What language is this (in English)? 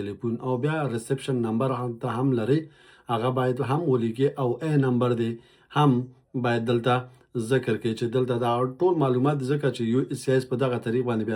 Pashto